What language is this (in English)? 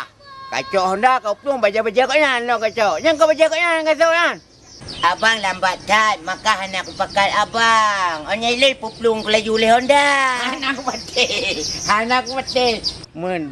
Achinese